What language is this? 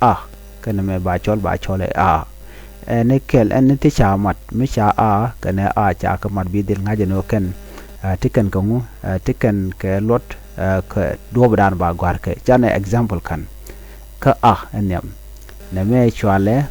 Nuer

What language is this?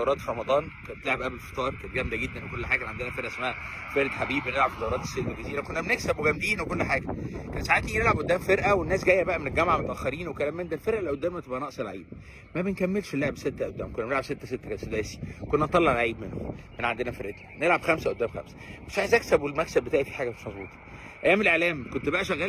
Egyptian Arabic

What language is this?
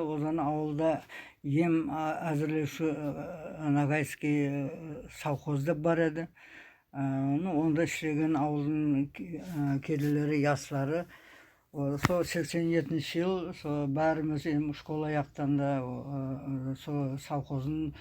Nogai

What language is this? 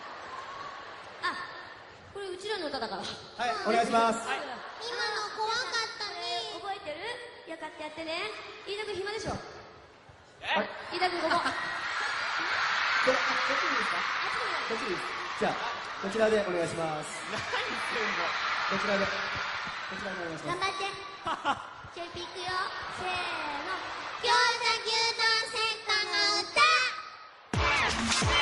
Japanese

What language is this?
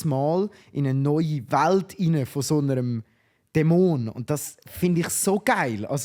Swiss German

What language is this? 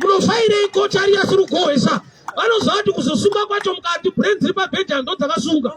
Shona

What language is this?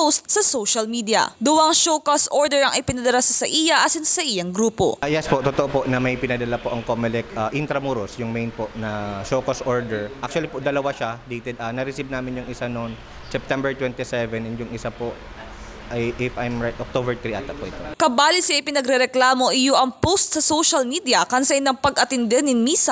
Bikol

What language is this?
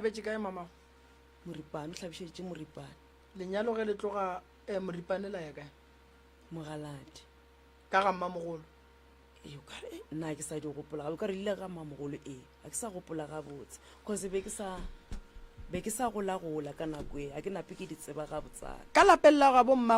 Northern Sotho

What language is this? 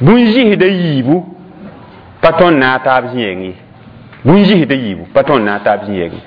Mossi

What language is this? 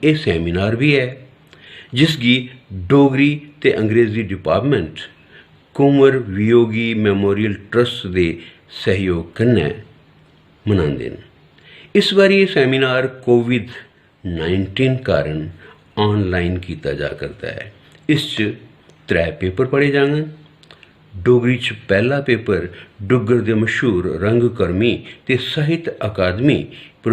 Dogri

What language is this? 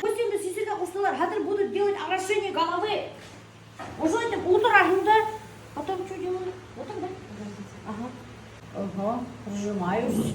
Bashkir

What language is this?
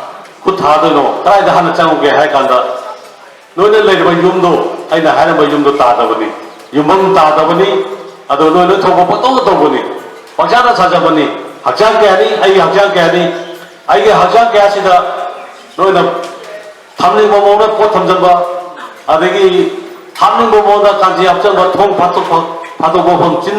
Manipuri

